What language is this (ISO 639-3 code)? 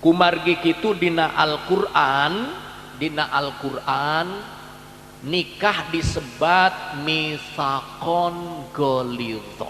sun